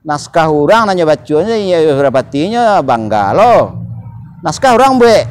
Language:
Minangkabau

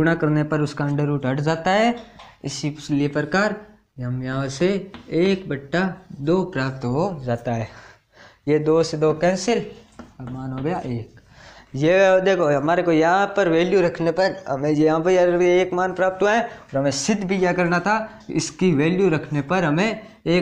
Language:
Hindi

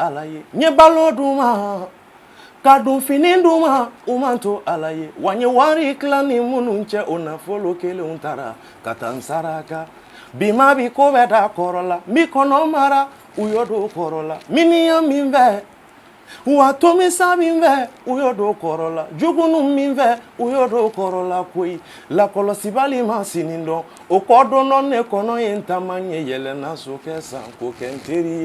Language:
Bambara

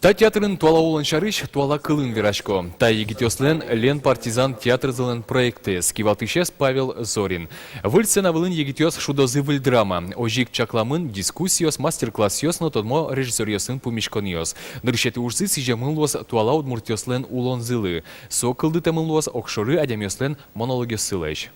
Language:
Udmurt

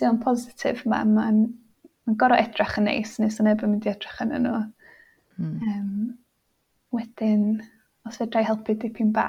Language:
Welsh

